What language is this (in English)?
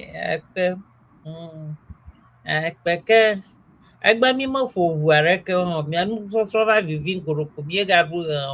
Ewe